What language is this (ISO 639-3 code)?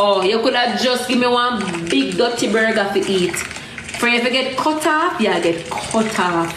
jam